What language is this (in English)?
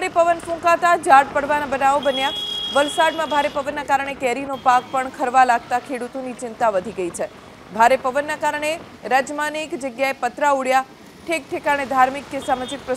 Gujarati